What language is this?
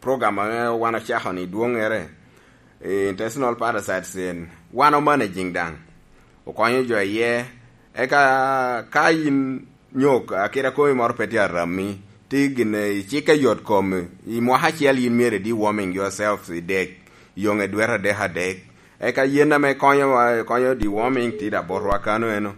Lango (Uganda)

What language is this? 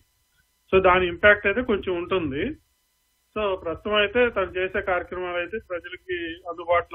Telugu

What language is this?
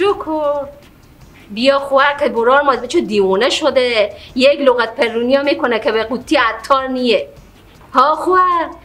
Persian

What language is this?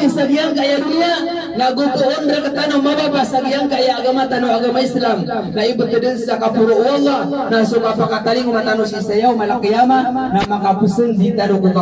Maranao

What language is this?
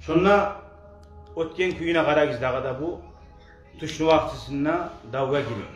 Kumyk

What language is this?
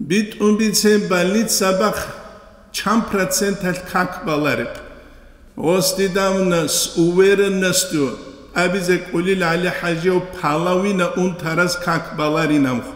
Avaric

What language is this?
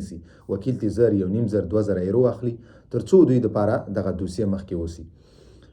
Pashto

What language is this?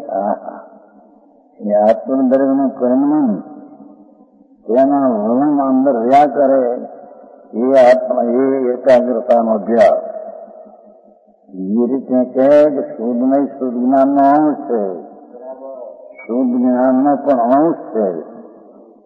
Gujarati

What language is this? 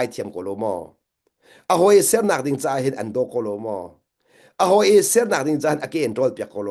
Hakha Chin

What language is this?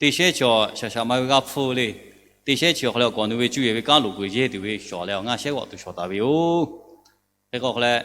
Lahu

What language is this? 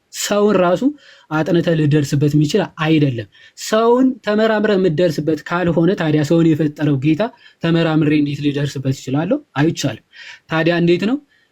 Amharic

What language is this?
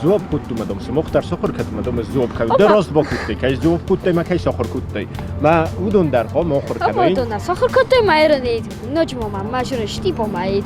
Ossetic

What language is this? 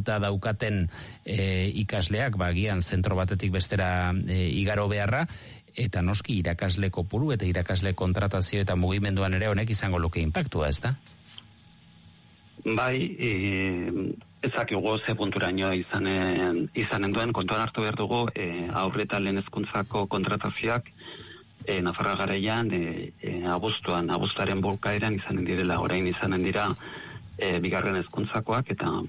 Basque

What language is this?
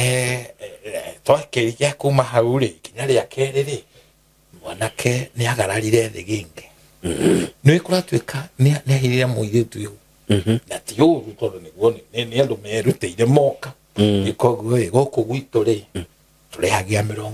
Kikuyu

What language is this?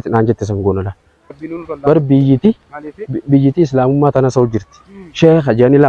Oromo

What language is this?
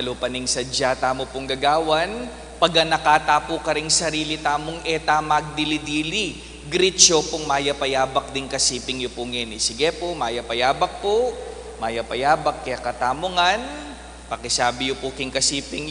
Pampanga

